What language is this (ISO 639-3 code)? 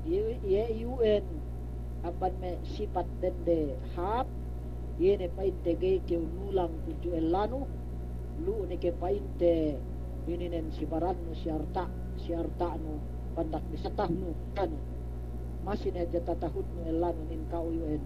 yka